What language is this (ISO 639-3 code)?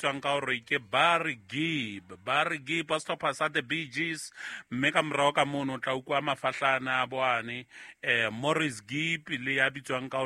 sot